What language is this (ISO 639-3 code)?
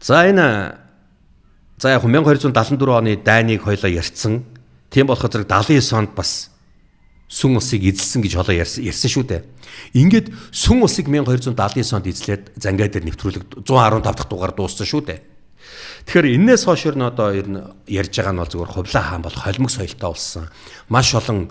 mon